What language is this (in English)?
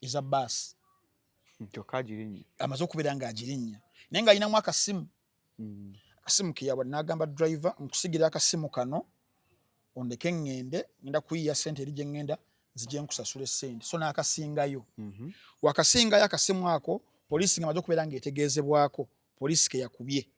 Ganda